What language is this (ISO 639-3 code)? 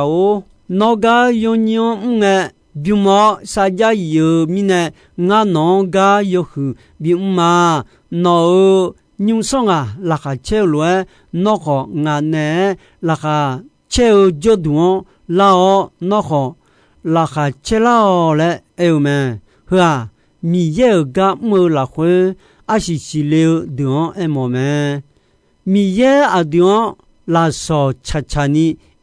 ahk